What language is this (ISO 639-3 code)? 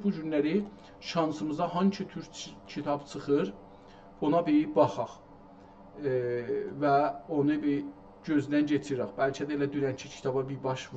azb